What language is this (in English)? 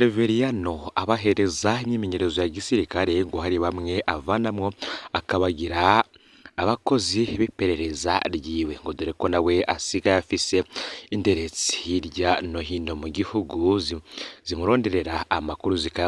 Rundi